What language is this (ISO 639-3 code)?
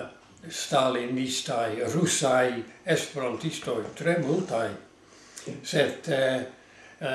epo